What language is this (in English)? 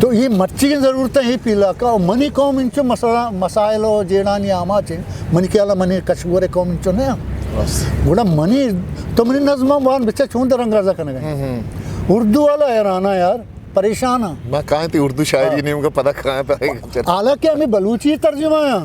Eastern Balochi